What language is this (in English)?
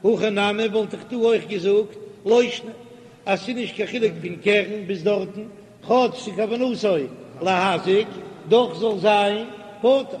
Yiddish